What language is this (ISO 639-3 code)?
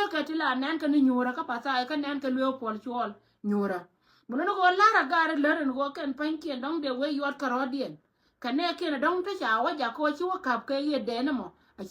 nus